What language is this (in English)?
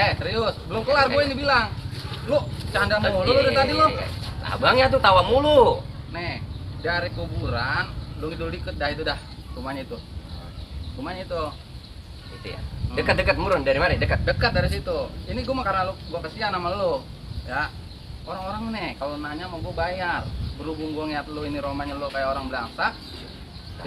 Betawi